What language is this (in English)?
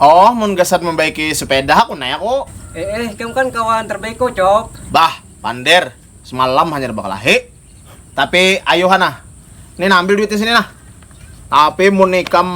Banjar